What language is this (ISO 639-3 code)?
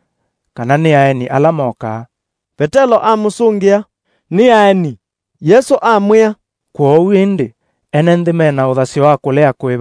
kam